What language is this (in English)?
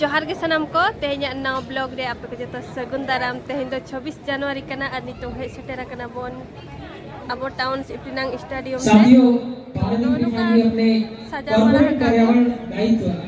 Santali